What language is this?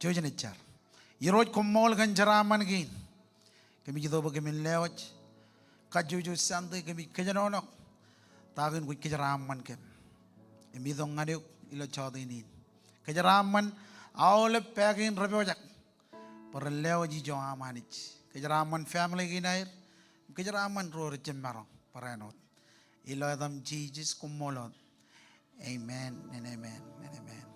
Marshallese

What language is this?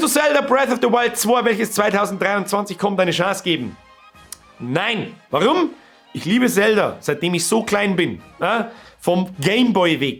Bavarian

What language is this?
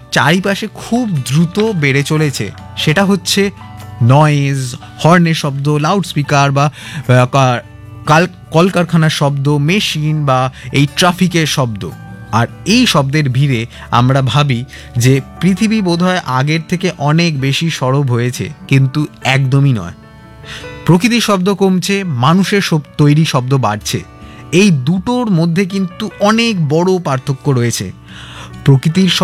Bangla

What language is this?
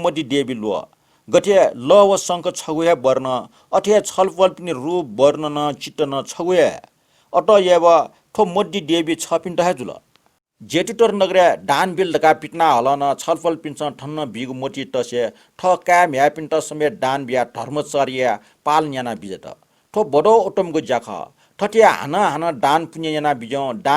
Newari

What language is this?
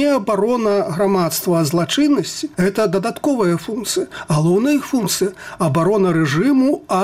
Belarusian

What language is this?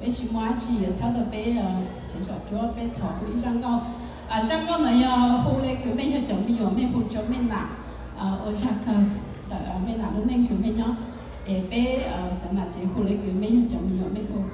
Hmong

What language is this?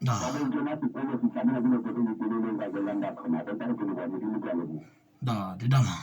Southern Sotho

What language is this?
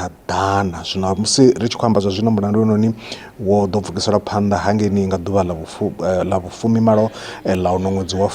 Venda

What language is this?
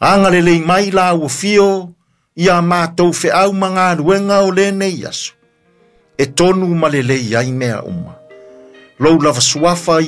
Samoan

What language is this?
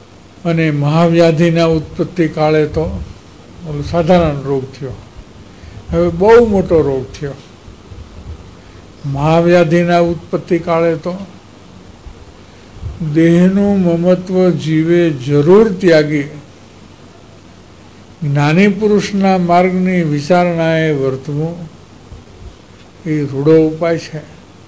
Gujarati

